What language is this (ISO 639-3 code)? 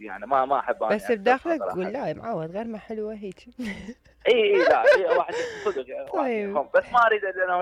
acm